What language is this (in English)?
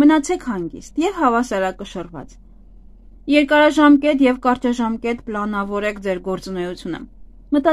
Armenian